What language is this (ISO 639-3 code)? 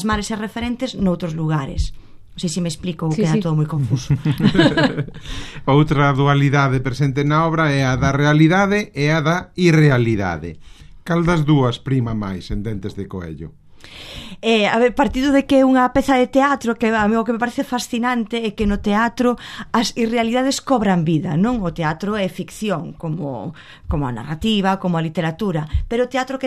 glg